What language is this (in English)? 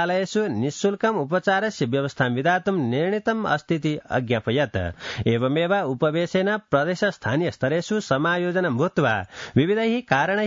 Sanskrit